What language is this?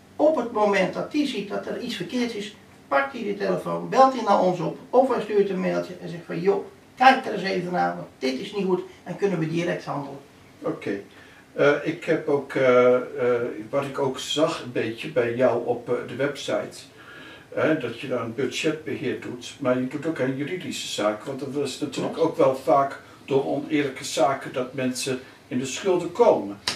Dutch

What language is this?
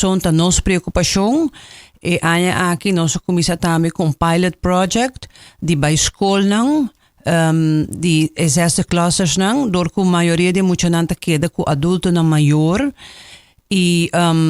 Papiamento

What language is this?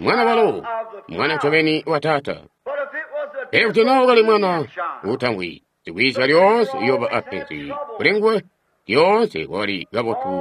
Tonga (Zambia)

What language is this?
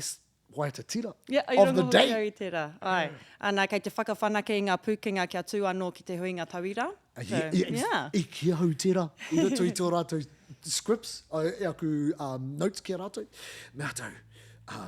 Māori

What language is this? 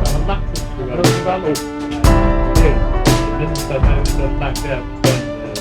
Faroese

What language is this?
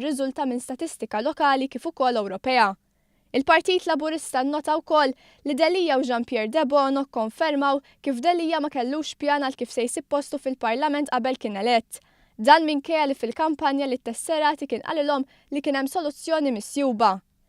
Maltese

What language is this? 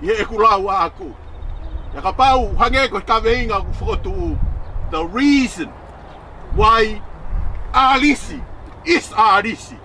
Tongan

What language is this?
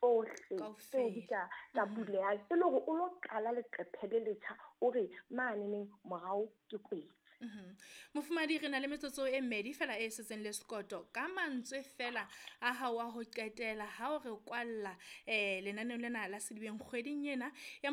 Southern Sotho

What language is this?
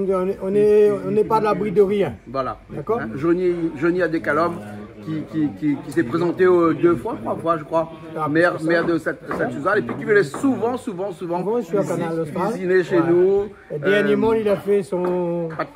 Réunion Creole French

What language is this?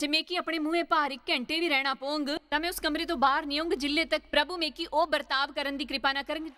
Dogri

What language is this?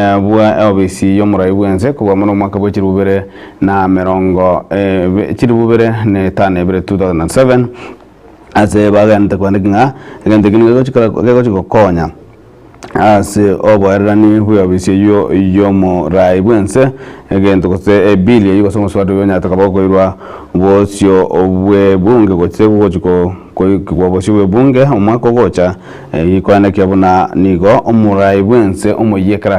Gusii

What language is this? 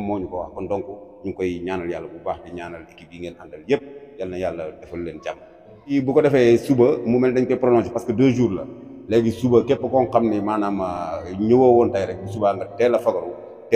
Wolof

